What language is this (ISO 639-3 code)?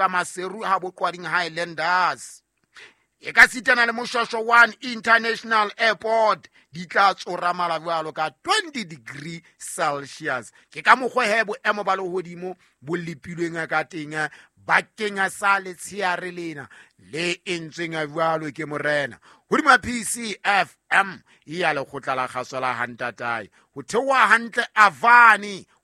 sot